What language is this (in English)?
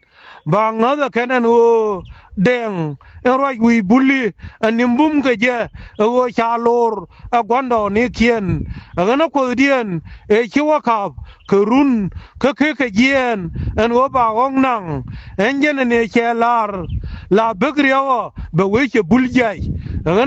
Nuer